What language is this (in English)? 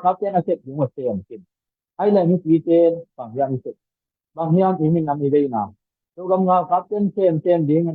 Tedim Chin